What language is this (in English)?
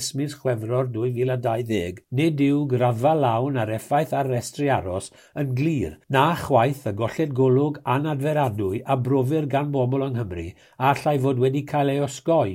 Welsh